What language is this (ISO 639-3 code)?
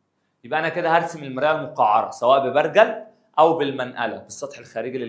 arz